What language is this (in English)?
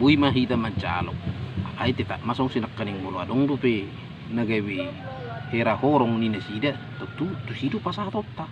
Batak Toba